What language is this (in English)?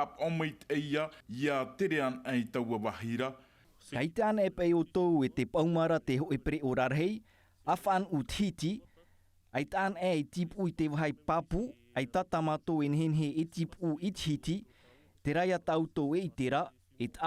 Tahitian